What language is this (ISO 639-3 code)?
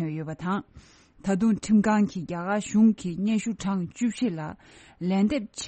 bod